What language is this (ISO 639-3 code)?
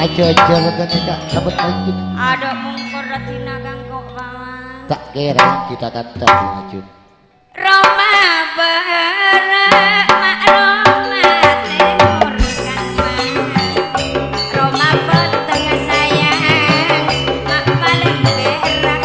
mad